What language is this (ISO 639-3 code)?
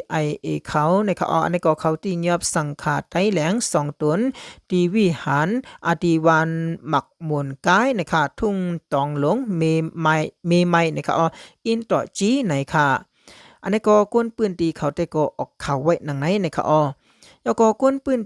shn